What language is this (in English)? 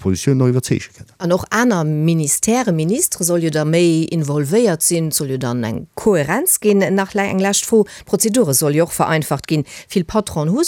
Luxembourgish